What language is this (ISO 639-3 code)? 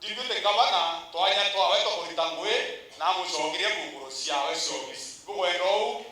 mer